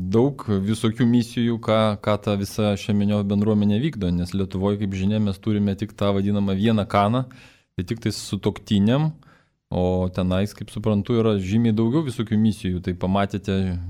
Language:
Lithuanian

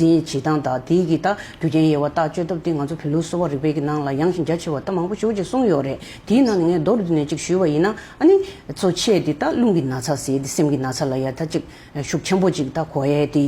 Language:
Tibetan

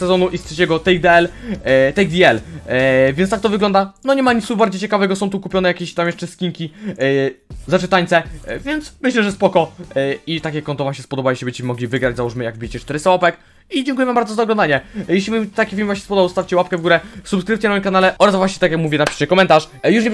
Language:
Polish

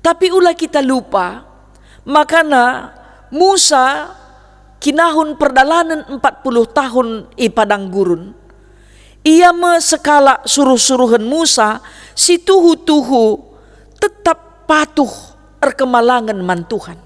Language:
Batak Karo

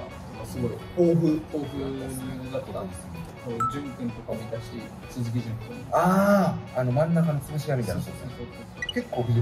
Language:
Japanese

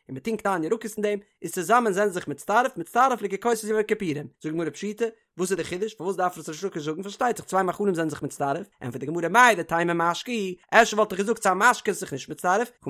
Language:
Yiddish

